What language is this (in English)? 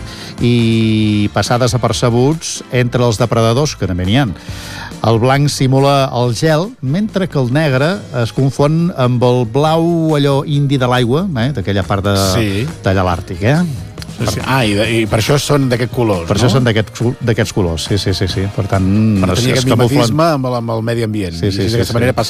Catalan